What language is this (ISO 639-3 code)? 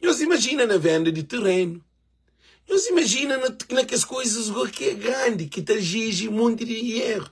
kea